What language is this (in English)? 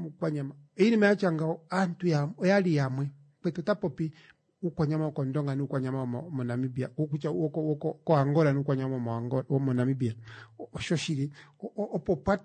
Kuanyama